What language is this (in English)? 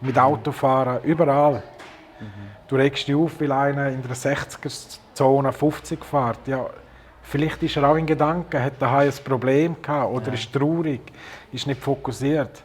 Swiss German